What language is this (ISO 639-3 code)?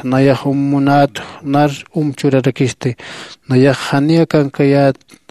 aym